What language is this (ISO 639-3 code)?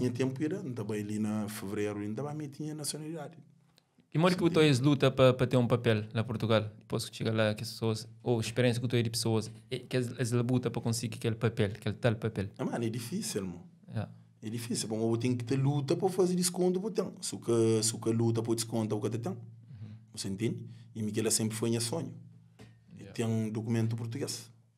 kea